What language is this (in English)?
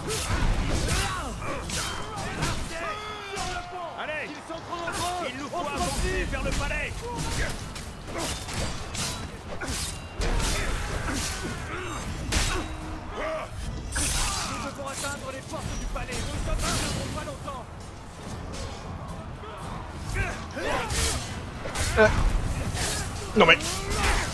French